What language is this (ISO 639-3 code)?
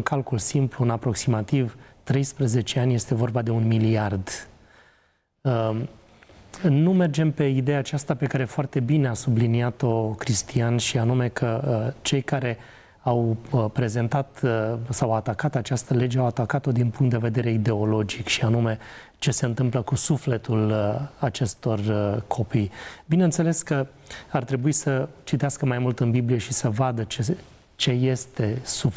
ron